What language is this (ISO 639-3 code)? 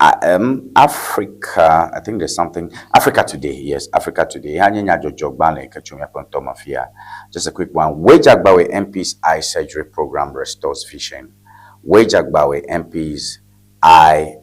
ewe